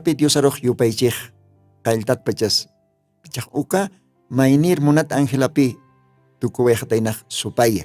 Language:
Aymara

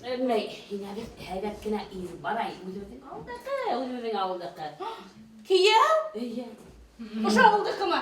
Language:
Bashkir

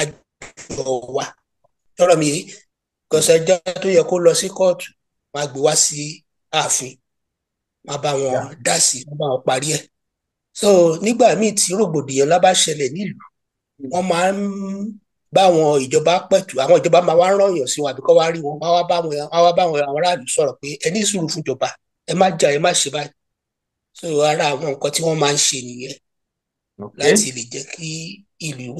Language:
Yoruba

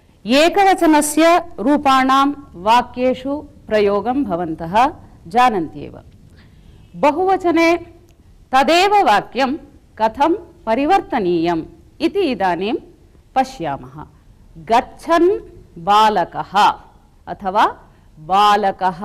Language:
Sanskrit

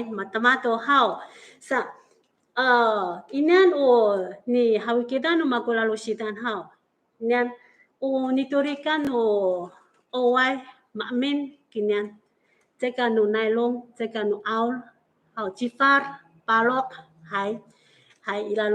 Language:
Amis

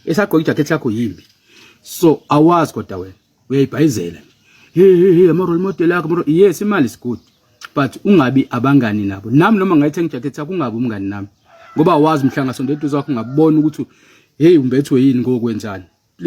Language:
Zulu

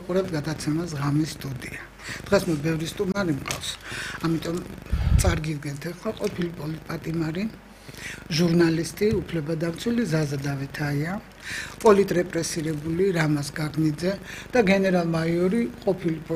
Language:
Georgian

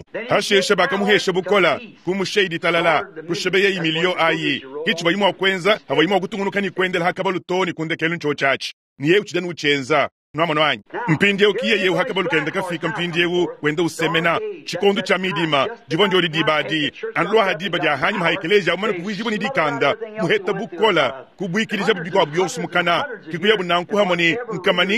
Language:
Luba-Lulua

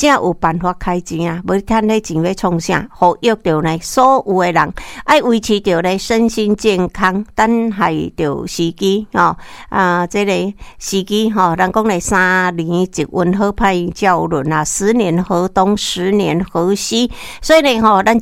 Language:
Min Nan Chinese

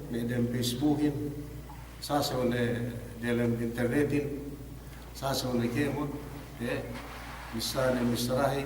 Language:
Yakan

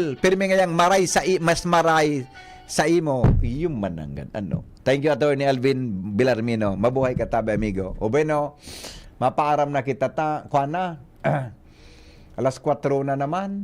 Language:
Bikol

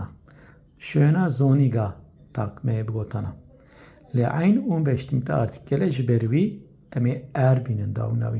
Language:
Kurdish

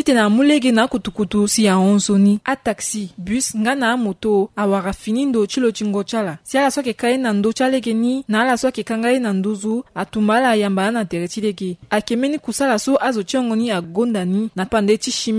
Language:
Sango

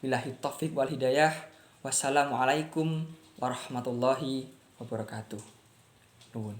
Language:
Javanese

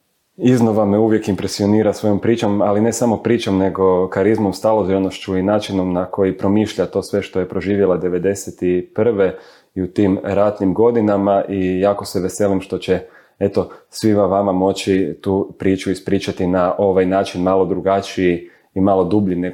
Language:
Croatian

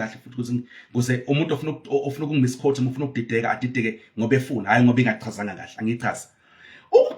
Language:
Zulu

